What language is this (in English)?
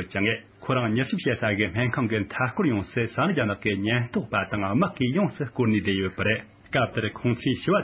Tibetan